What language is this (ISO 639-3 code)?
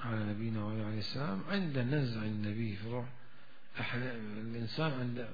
acm